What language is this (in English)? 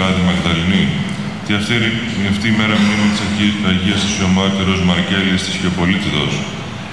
Greek